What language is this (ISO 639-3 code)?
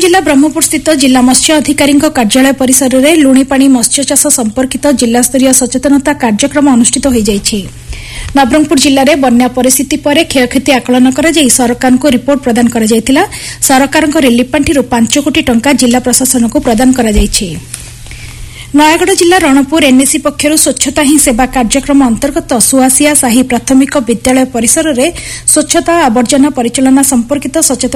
ori